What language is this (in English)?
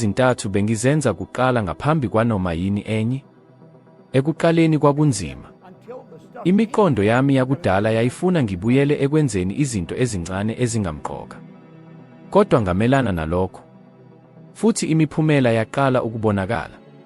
Zulu